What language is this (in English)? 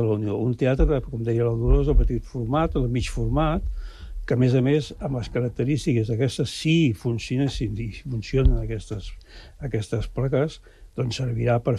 Catalan